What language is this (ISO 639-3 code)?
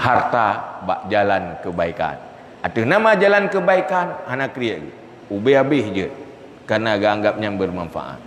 ace